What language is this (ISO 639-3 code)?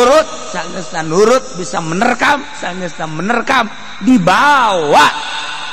sun